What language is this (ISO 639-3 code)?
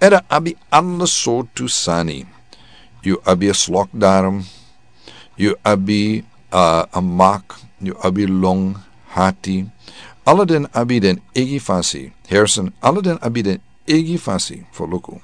srn